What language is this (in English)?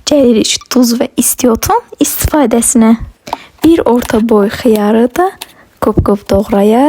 Azerbaijani